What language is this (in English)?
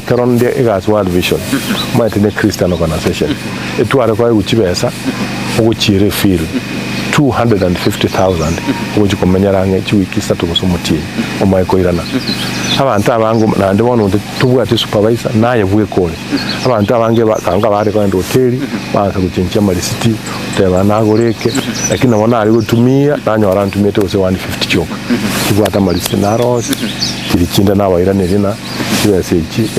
Gusii